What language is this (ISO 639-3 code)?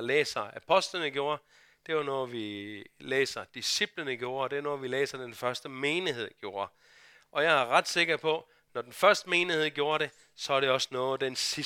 dan